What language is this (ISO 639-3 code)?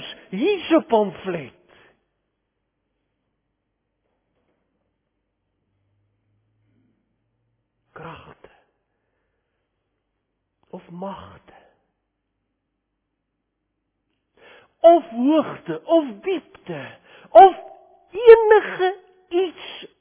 afr